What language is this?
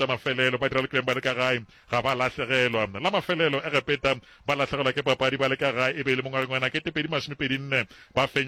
Northern Sotho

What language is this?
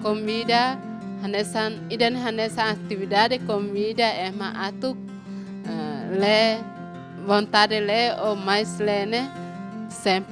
Tetum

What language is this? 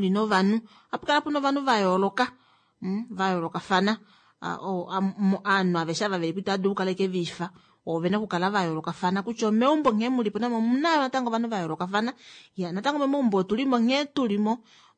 Kuanyama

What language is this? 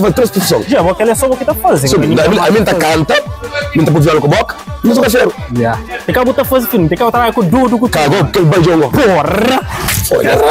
Kabuverdianu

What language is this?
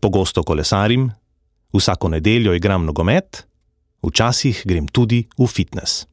Slovenian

